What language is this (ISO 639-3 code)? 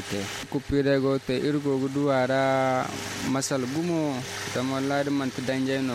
dje